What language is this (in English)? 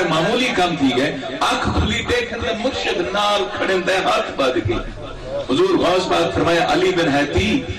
Saraiki